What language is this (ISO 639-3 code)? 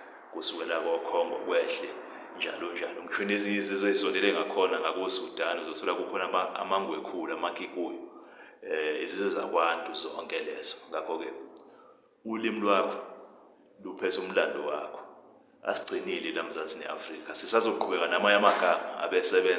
zul